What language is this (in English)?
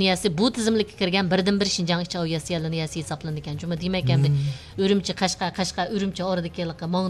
Uyghur